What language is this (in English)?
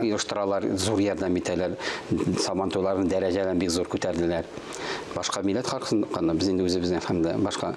Tatar